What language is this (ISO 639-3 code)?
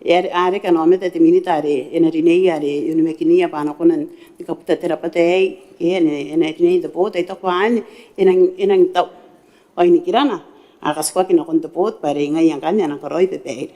gil